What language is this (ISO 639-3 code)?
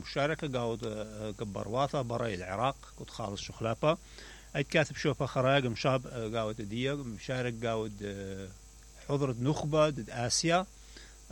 acm